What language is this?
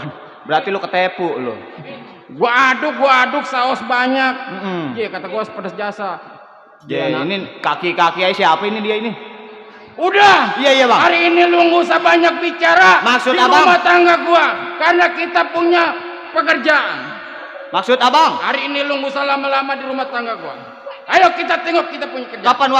Betawi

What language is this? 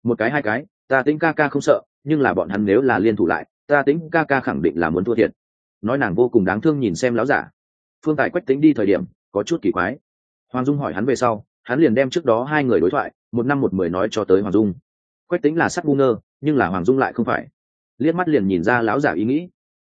Vietnamese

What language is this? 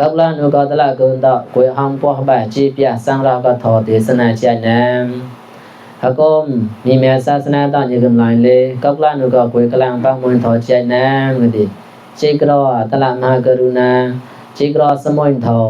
Mon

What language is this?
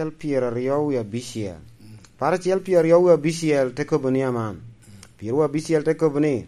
Lango (Uganda)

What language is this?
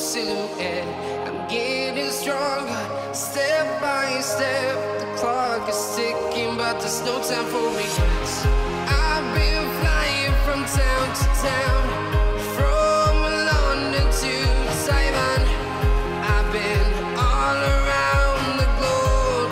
English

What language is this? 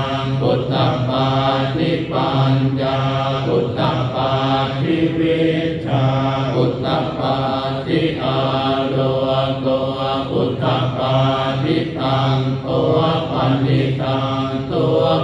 Pali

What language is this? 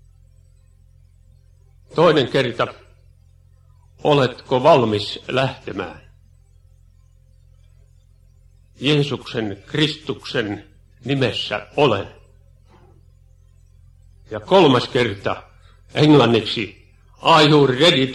Finnish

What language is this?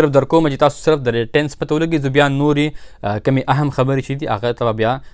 Pashto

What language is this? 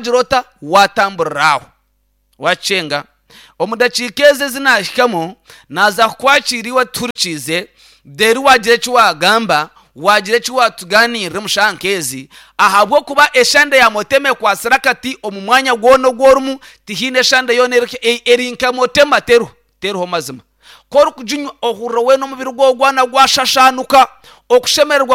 Nyankole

